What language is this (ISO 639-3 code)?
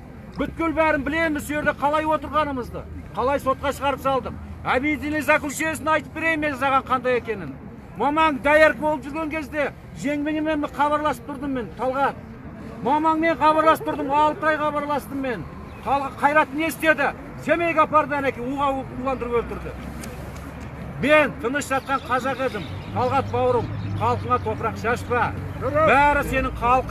kaz